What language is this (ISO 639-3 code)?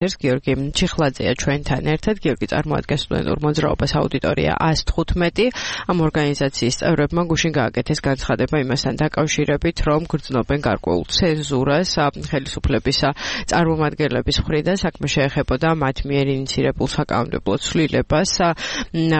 kat